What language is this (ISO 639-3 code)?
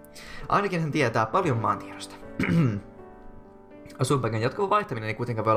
fin